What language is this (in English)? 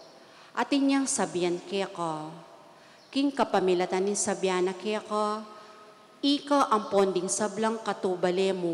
Pampanga